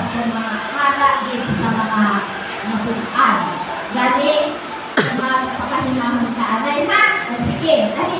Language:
Hiligaynon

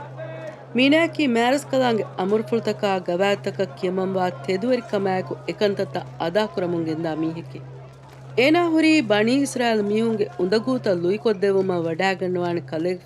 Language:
Divehi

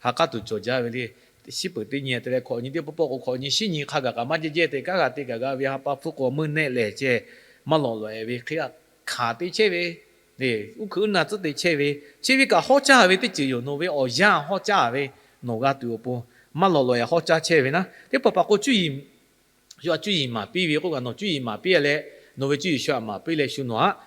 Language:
Lahu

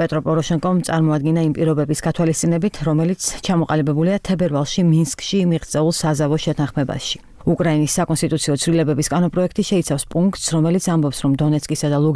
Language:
Georgian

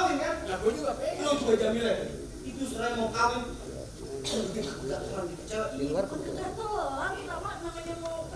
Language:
Betawi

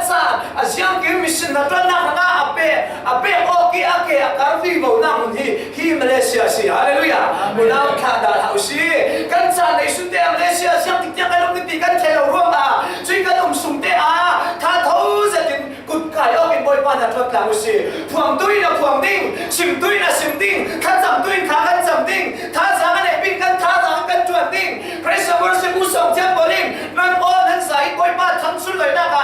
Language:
Falam Chin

